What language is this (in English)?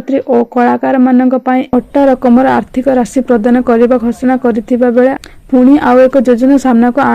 Odia